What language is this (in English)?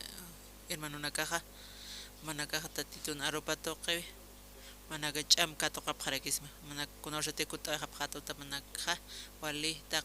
Aymara